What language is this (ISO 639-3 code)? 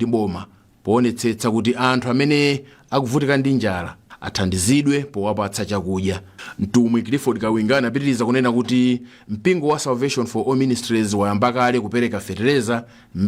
nya